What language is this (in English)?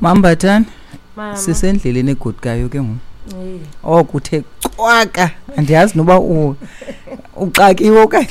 Xhosa